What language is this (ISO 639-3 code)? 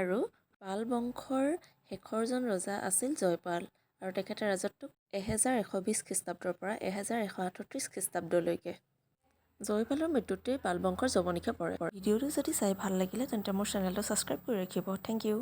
asm